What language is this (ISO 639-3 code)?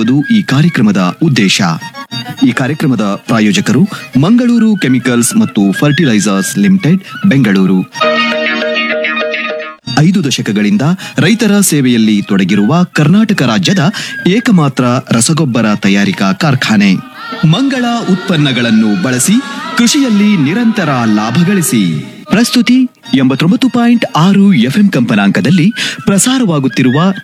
kan